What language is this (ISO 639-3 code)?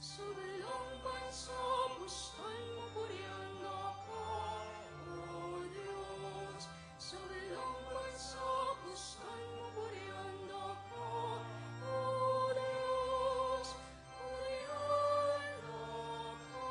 pam